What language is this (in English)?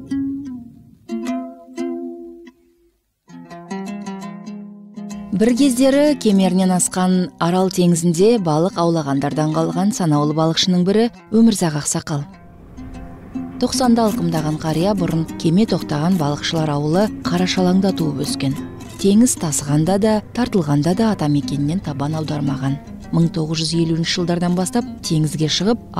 Kazakh